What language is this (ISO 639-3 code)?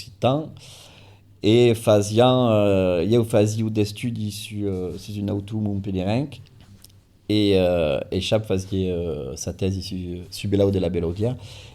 oci